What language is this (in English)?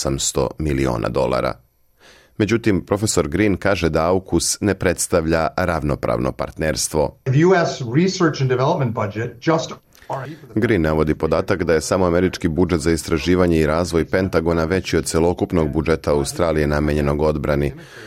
Serbian